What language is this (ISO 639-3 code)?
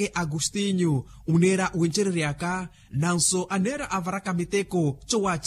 vmw